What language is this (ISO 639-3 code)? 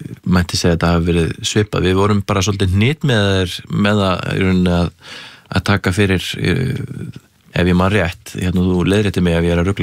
isl